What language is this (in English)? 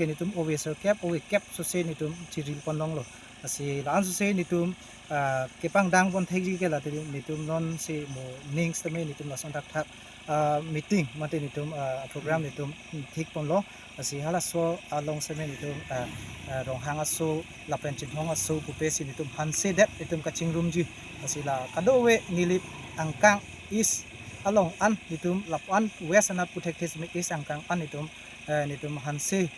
Karbi